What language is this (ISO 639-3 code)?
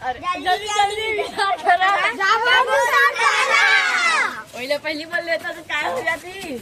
hne